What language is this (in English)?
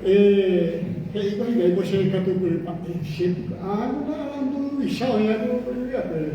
Guarani